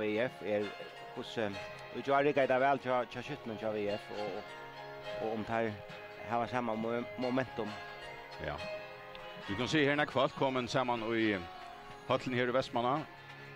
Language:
Faroese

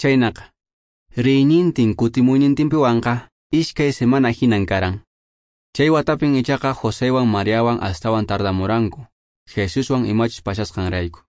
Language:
Quechua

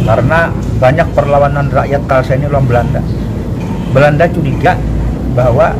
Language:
Banjar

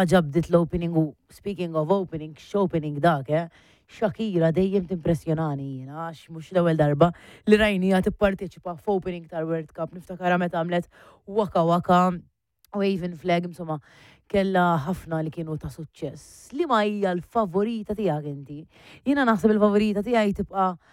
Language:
Maltese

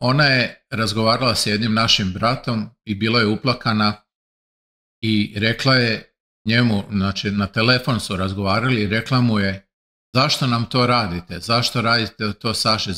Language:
Serbian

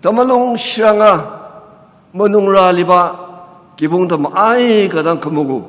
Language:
Ao Naga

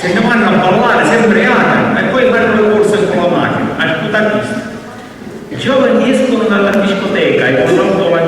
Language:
Sicilian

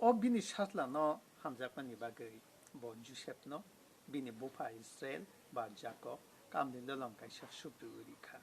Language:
Kok Borok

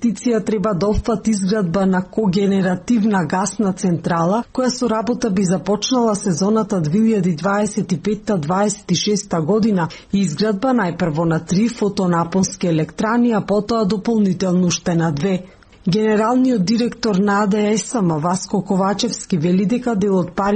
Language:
Macedonian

